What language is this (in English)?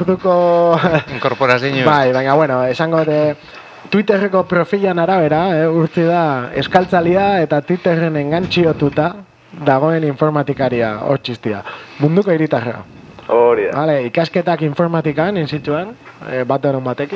Basque